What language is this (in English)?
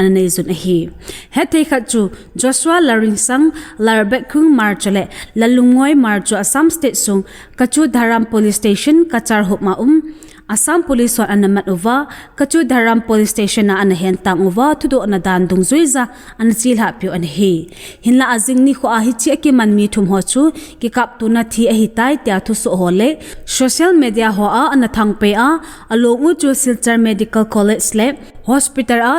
Thado Chin